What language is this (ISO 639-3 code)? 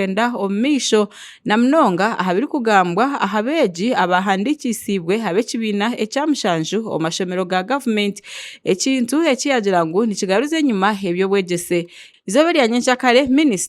nyn